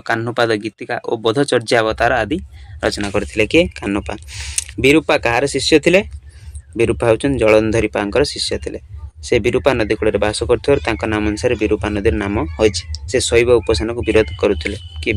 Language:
Odia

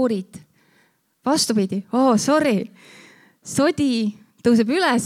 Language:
Estonian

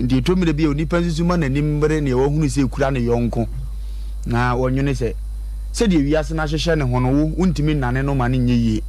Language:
Akan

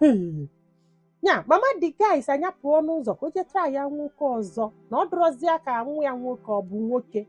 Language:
Igbo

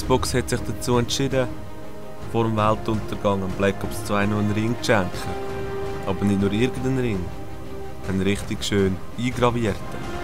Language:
Swiss German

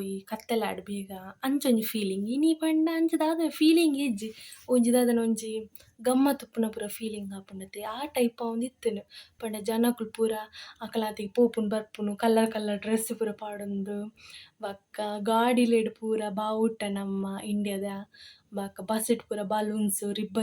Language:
Tulu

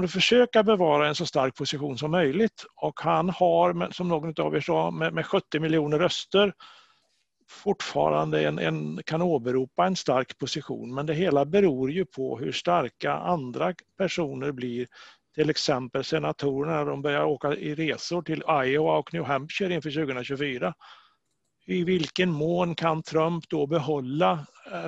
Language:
Swedish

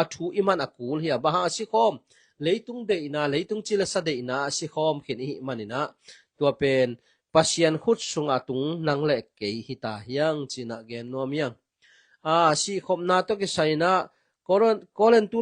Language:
Tedim Chin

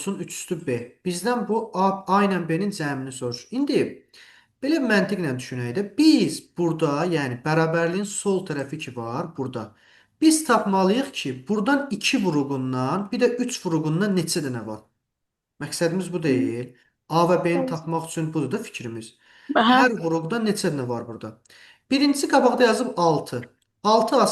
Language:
Azerbaijani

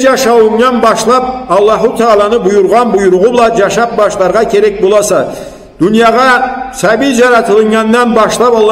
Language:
Karachay-Balkar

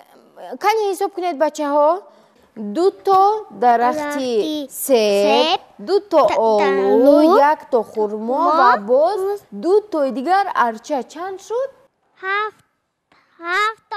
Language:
Tajik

